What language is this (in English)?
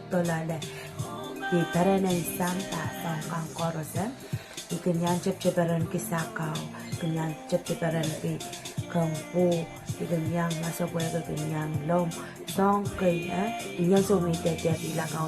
Pohnpeian